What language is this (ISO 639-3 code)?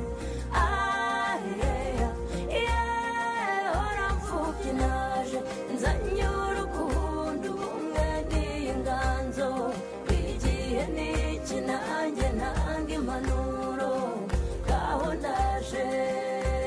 kin